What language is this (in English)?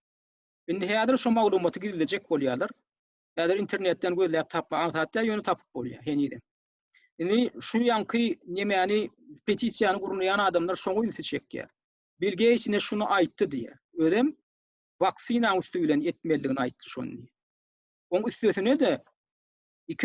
Turkmen